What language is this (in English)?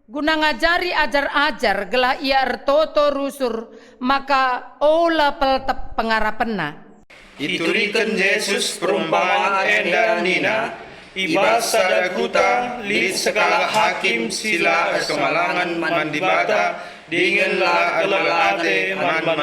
Batak Karo